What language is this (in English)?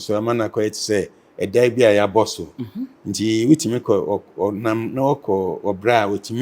Akan